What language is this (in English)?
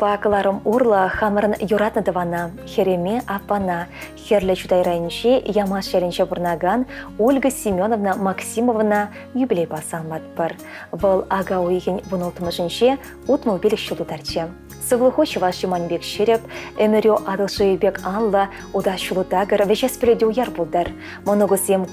Chuvash